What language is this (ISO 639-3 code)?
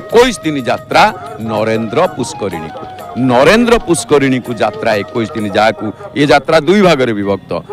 ori